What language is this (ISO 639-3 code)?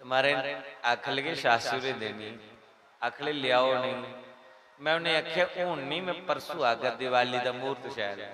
doi